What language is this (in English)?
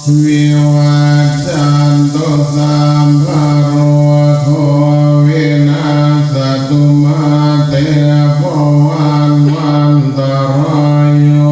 Pali